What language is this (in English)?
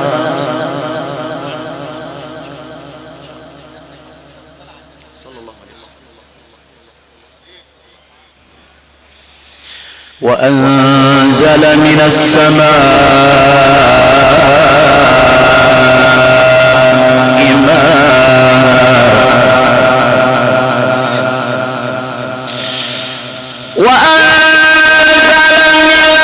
Arabic